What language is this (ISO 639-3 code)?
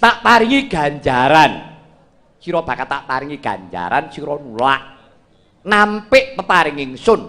jav